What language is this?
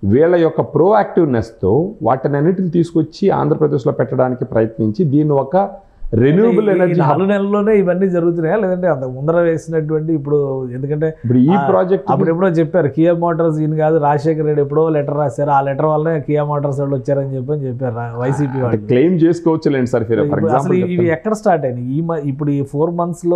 Telugu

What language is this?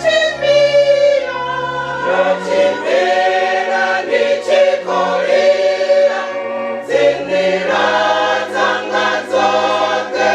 Venda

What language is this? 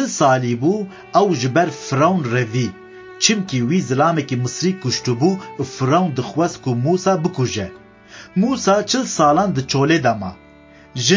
Kurdish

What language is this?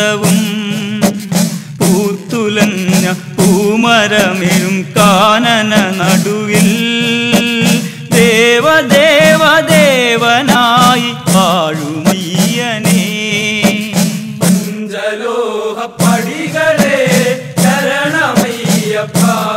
Malayalam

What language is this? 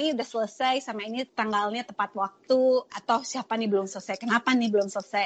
Indonesian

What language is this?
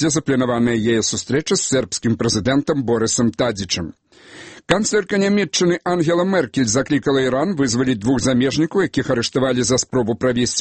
Belarusian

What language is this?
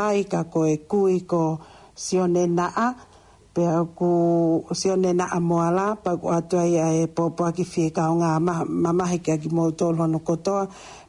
Tongan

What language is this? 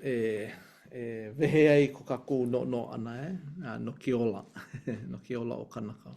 Hawaiian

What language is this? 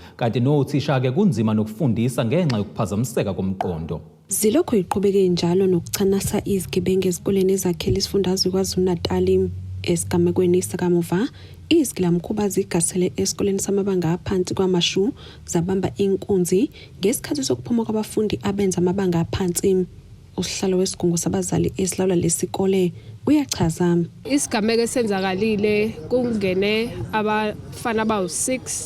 Zulu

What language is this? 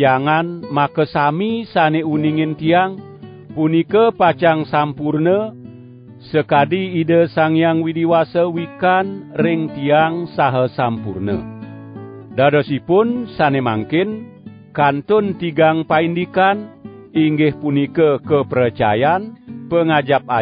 Balinese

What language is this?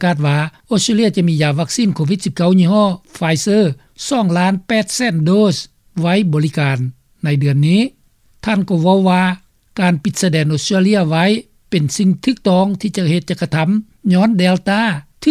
Lao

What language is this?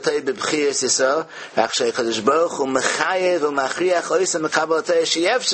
Yiddish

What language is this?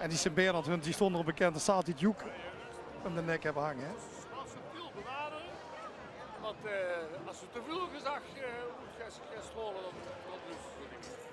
Limburgish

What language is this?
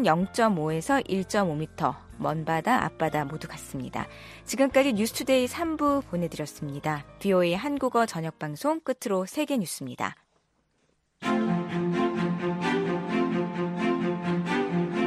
Korean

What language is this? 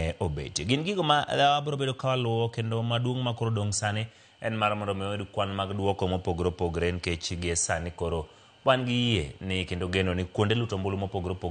Luo (Kenya and Tanzania)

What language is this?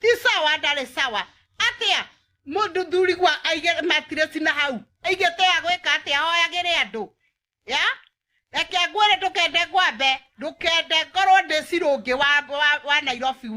Kikuyu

